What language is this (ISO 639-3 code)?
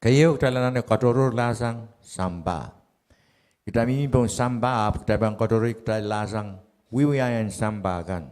pon